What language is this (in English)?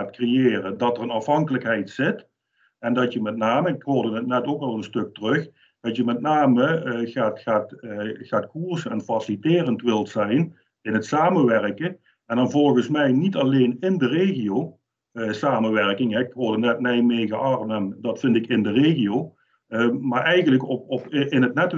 Dutch